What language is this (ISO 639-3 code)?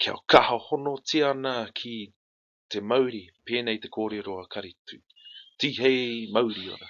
mri